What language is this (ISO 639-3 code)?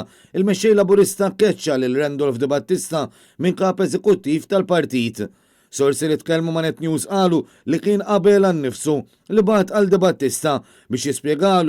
mlt